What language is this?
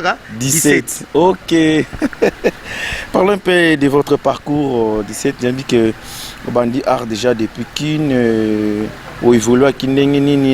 Lingala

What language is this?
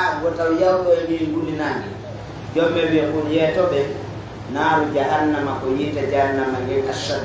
Pular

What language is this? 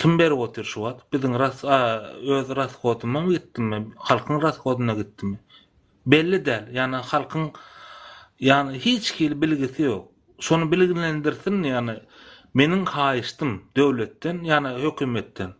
Turkmen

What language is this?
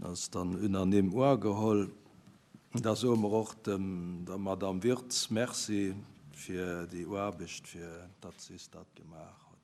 Luxembourgish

